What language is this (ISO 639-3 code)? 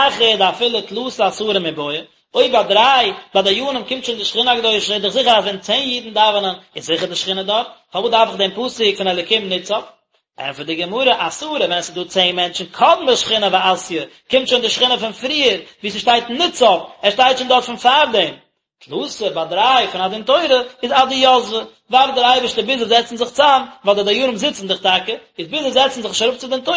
yid